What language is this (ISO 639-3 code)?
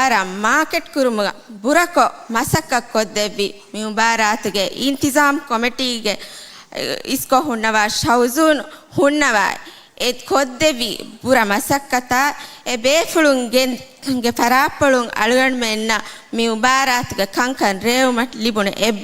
div